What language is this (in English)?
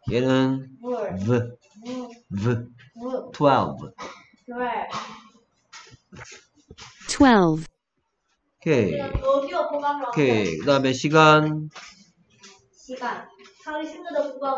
Korean